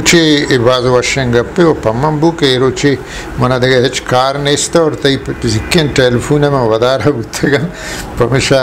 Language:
Eastern Balochi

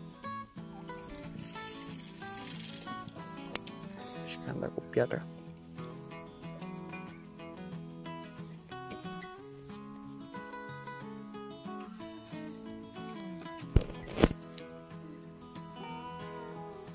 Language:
Romanian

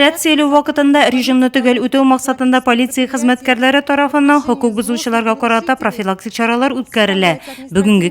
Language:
Tatar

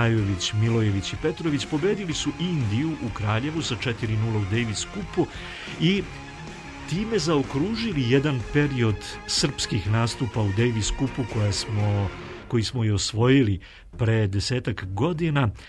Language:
Serbian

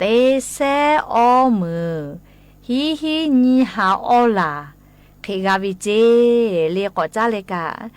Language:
Lahu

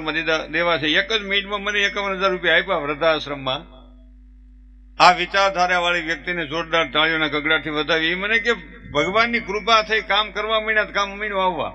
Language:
Gujarati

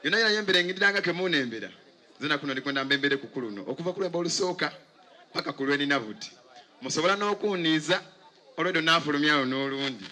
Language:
Soga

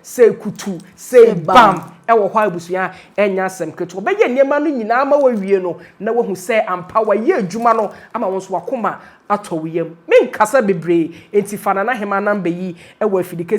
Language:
Akan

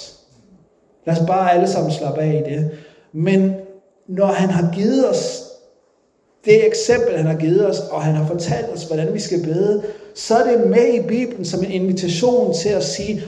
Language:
Danish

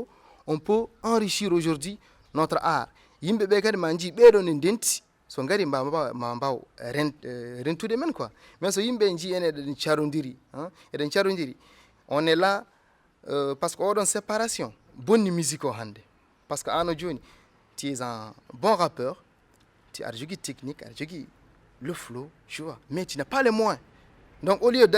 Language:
Fula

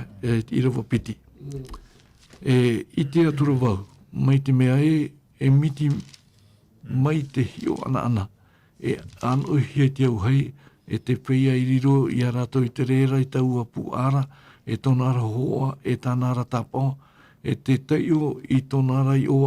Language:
Tahitian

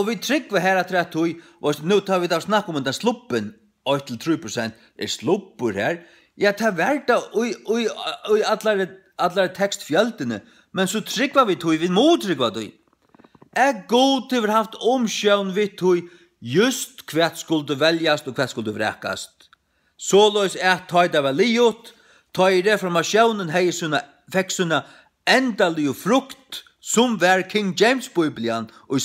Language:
Faroese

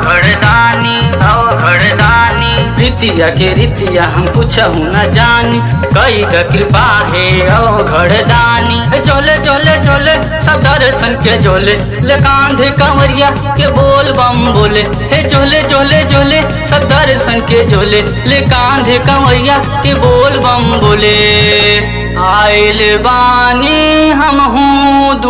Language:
Bhojpuri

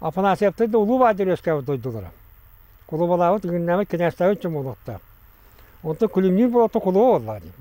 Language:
Yakut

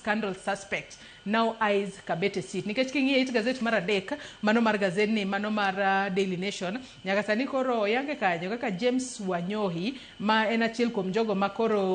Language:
Luo (Kenya and Tanzania)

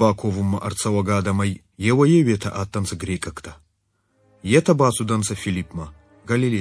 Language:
Ossetic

